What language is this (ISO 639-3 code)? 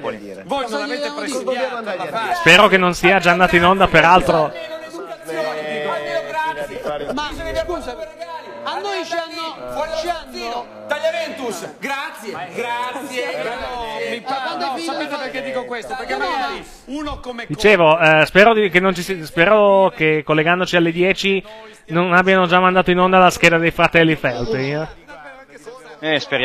ita